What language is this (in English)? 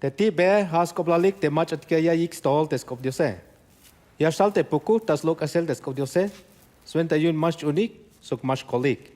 Tzeltal